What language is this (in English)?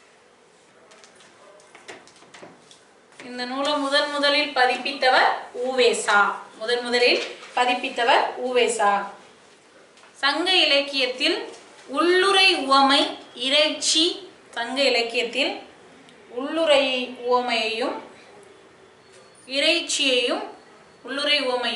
Tamil